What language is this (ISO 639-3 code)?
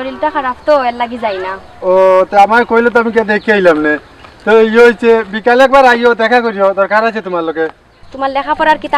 syl